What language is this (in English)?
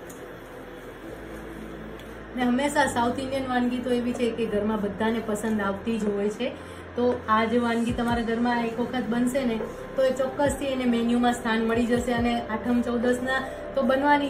Gujarati